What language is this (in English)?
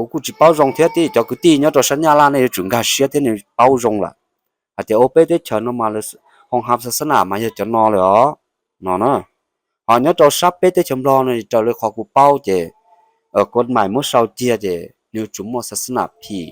Hmong